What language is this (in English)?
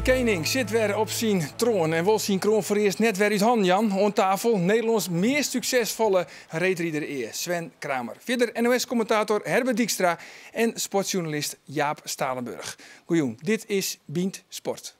Western Frisian